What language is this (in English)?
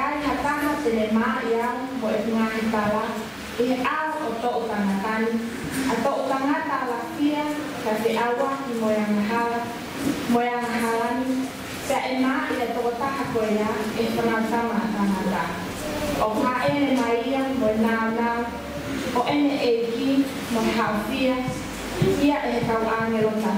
Tongan